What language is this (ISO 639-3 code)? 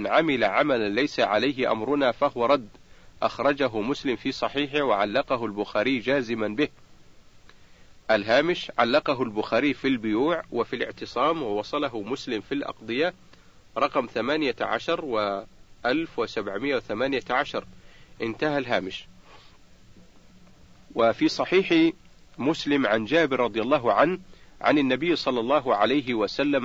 ara